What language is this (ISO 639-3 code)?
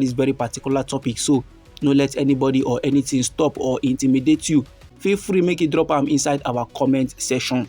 pcm